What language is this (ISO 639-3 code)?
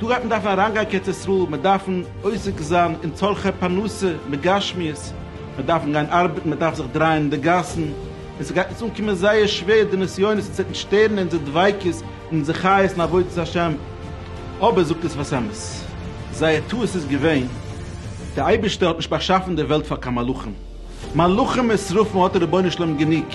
yid